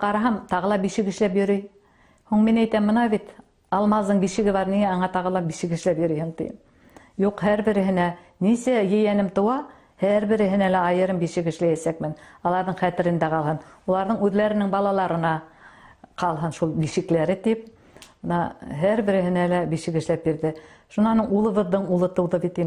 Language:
Bashkir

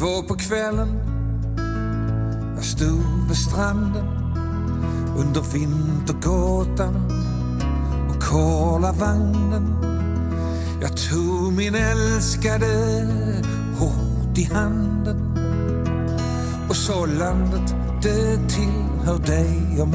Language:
Swedish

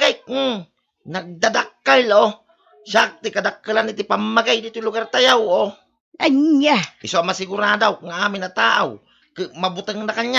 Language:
Iloko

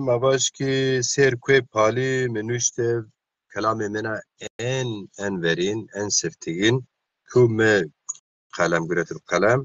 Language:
Zaza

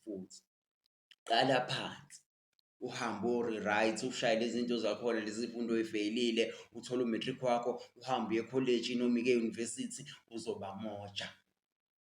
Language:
Zulu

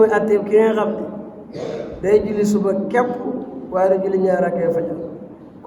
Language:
Wolof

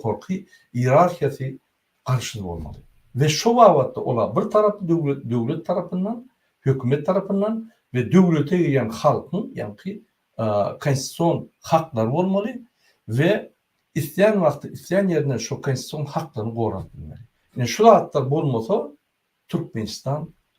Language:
Turkmen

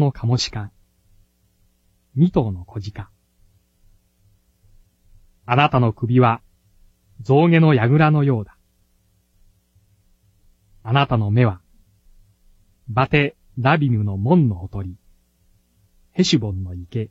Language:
Japanese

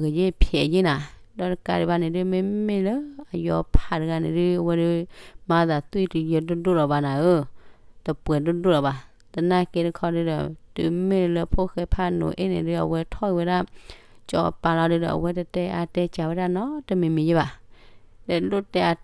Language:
S'gaw Karen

